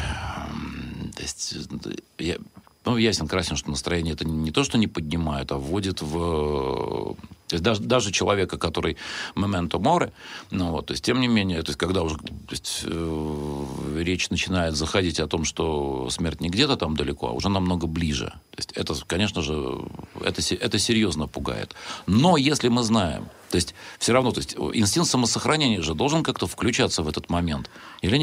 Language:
Russian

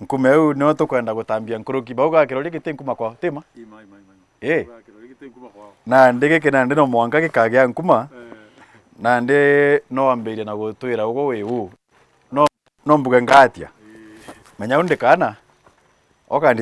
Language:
Meru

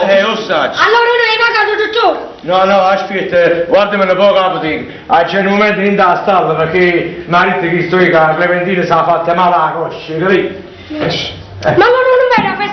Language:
Neapolitan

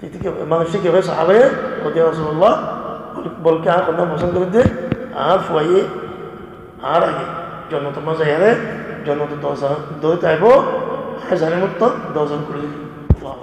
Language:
Rohingya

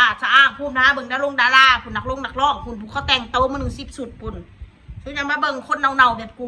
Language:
Northeastern Thai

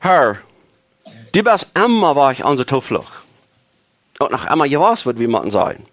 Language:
Plautdietsch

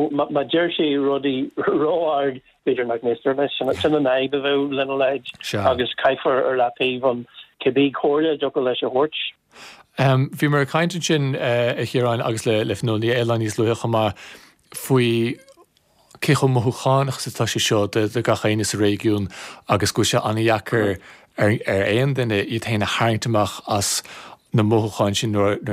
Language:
Irish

